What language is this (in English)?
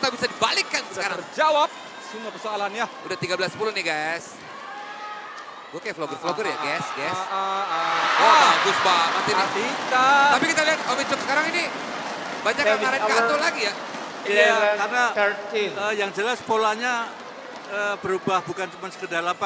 Indonesian